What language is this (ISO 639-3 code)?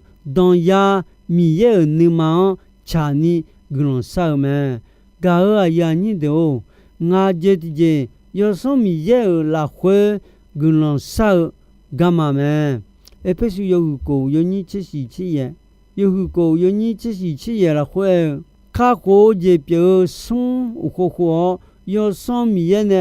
ahk